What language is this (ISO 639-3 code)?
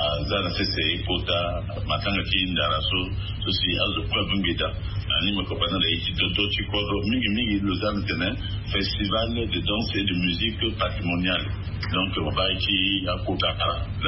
sag